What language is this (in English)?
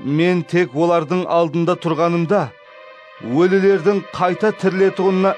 Kara-Kalpak